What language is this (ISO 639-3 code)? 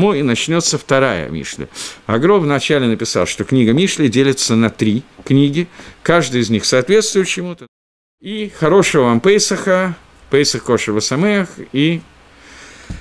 rus